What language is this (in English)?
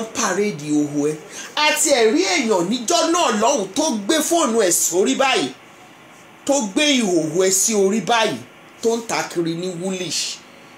Yoruba